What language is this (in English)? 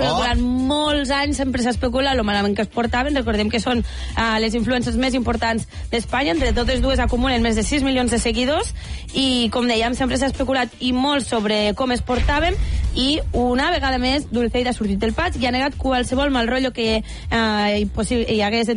Catalan